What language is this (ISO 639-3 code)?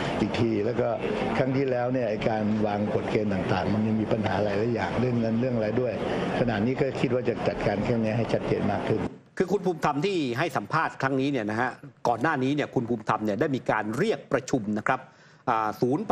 tha